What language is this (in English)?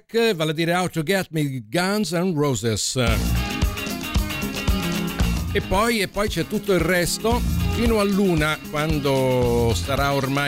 Italian